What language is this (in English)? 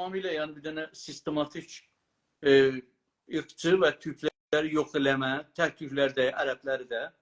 South Azerbaijani